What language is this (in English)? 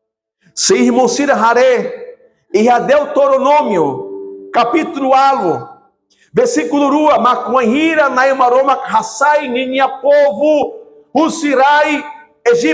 Tetum